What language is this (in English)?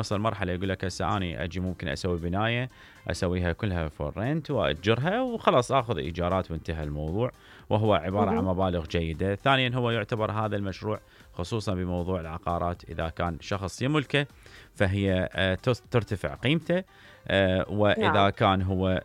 Mesopotamian Arabic